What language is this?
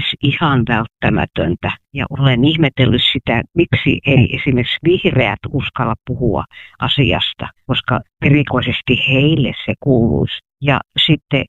Finnish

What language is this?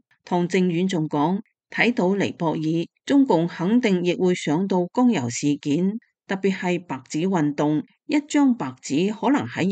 Cantonese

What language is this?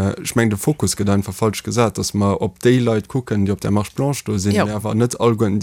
Luxembourgish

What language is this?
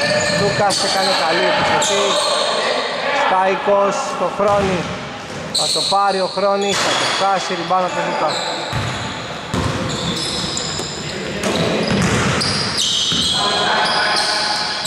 Greek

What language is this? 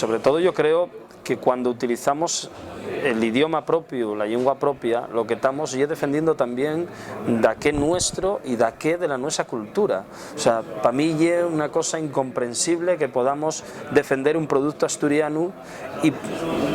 Asturian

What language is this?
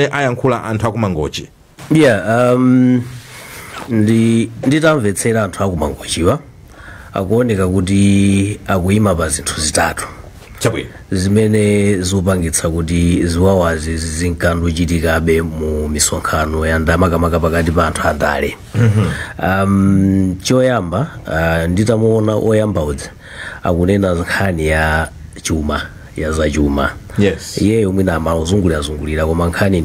Nyanja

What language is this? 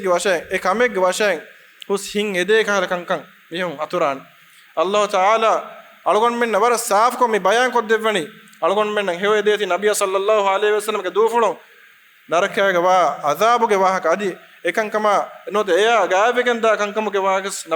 Divehi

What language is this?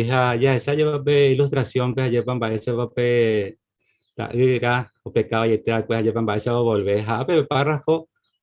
Guarani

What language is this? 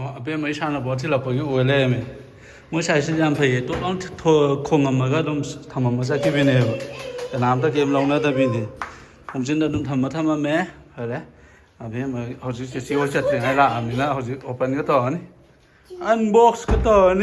Manipuri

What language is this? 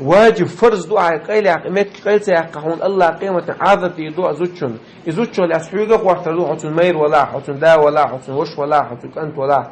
Chechen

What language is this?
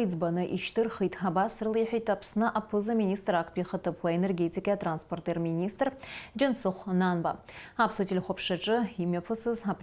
Abkhazian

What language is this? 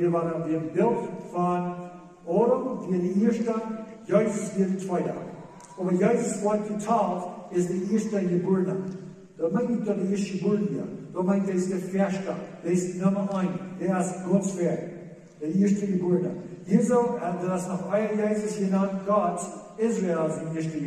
Plautdietsch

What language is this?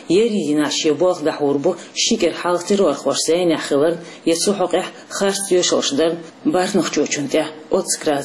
Chechen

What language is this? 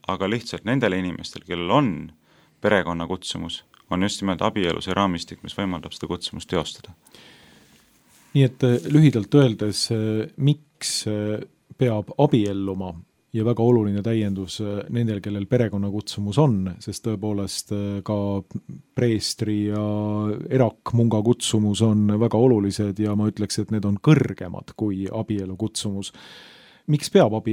Estonian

